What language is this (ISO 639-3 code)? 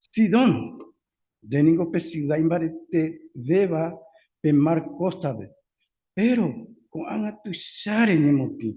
grn